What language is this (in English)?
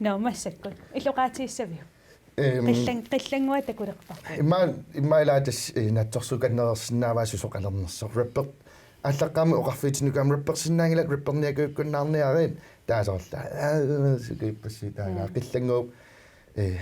Kalaallisut